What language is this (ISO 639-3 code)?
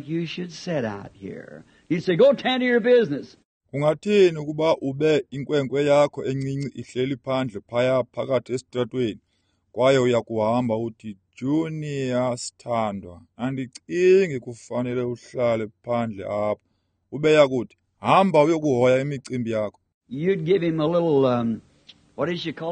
xho